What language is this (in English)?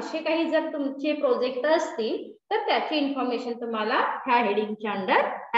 Marathi